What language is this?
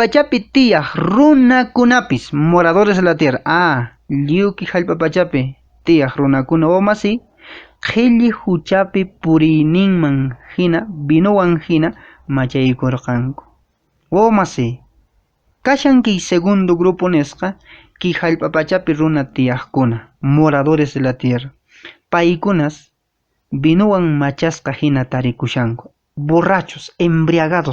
Quechua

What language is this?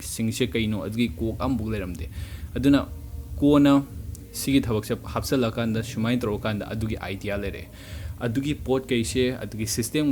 Manipuri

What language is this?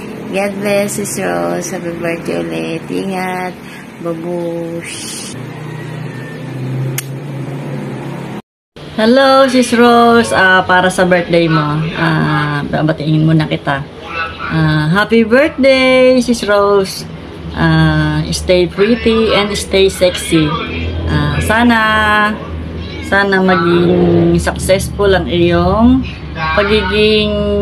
Filipino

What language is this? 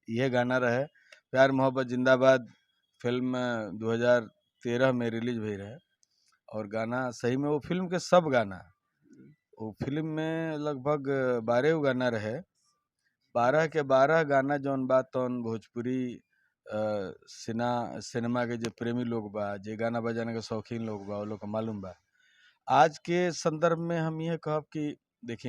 Bhojpuri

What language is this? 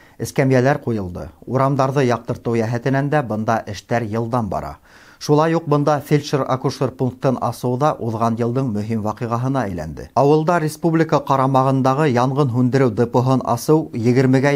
Bashkir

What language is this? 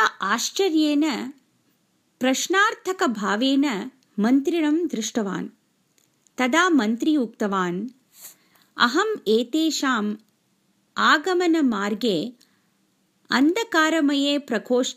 Sanskrit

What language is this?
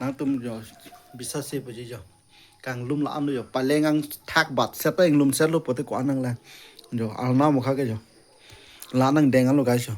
Karbi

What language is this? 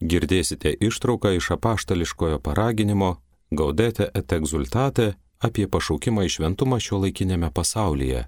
Lithuanian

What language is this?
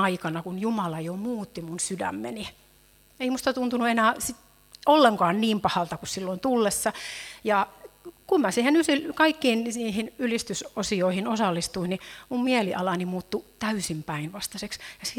Finnish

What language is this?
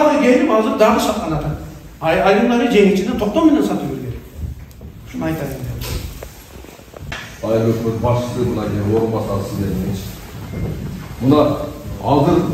Kyrgyz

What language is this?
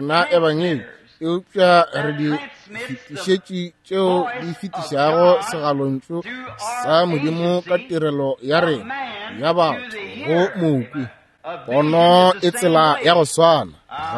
Northern Sotho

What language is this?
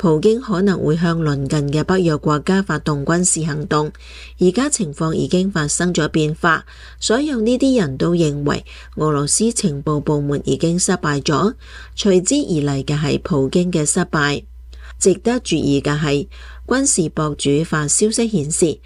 Cantonese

